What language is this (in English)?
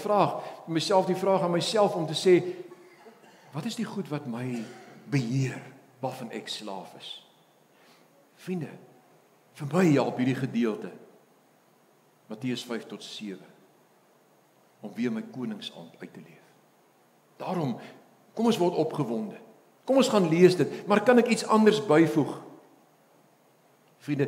Afrikaans